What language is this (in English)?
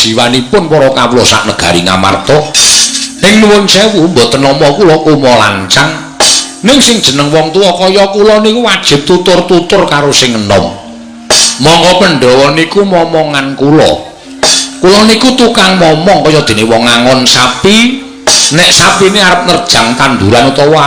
Javanese